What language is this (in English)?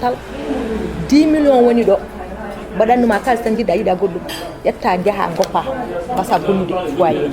Fula